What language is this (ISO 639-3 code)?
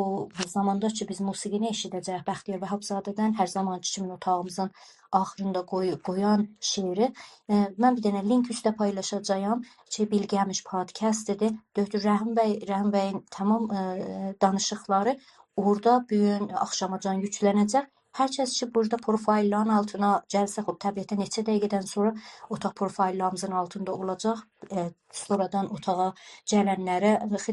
azb